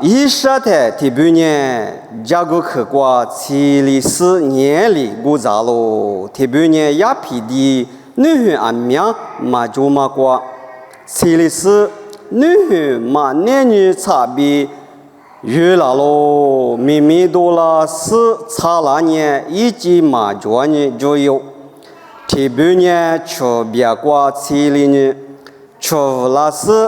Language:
Lisu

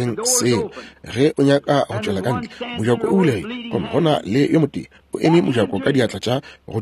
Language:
Northern Sotho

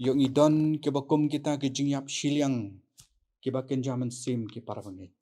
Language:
Khasi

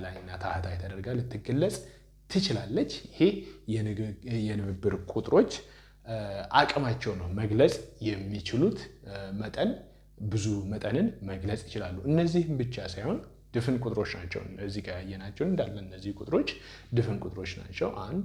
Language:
Amharic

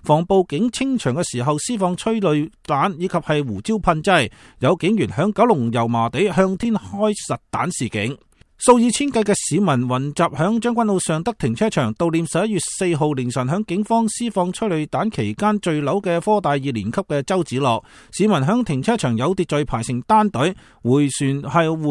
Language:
Cantonese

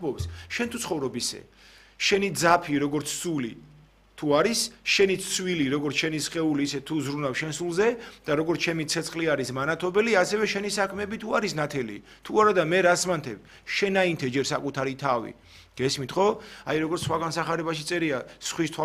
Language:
Georgian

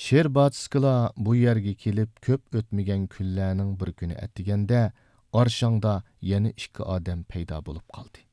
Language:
Uyghur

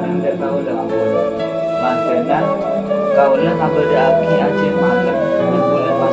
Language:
Madurese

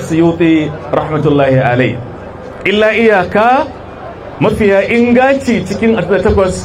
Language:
Hausa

